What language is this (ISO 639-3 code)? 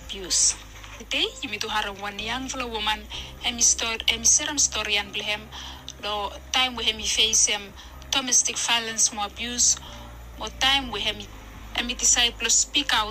bis